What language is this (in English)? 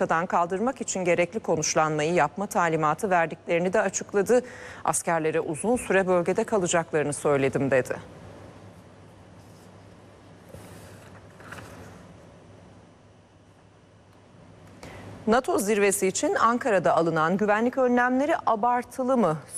Turkish